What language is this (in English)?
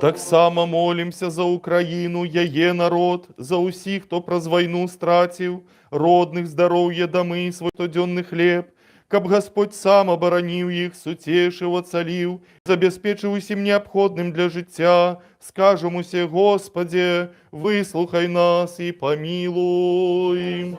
Belarusian